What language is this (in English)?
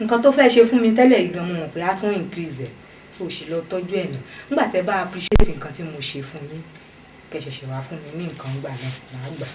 Yoruba